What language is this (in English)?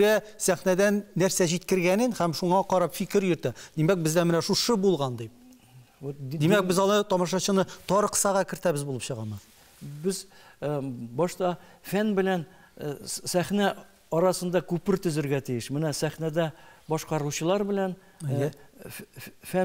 Tatar